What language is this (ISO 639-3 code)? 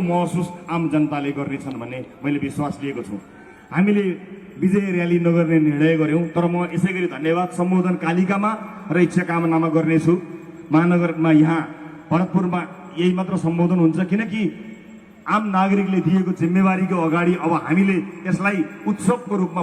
nep